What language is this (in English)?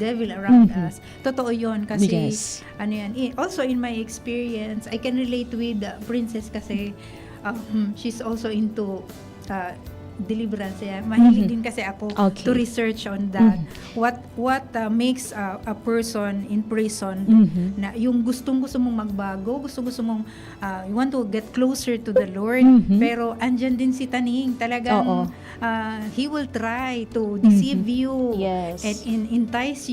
Bikol